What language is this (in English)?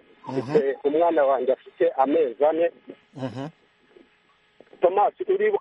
Kinyarwanda